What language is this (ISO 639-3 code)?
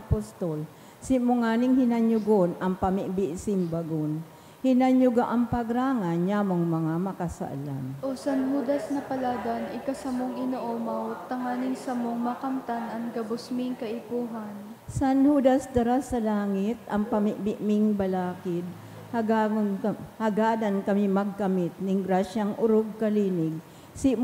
bik